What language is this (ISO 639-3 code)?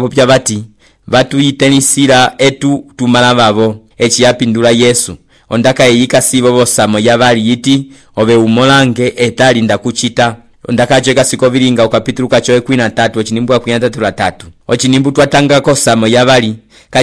umb